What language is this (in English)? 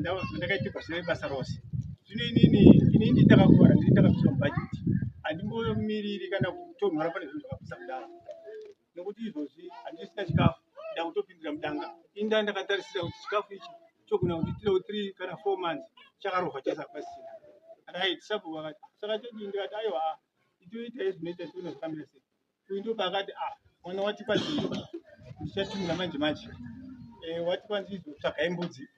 Shona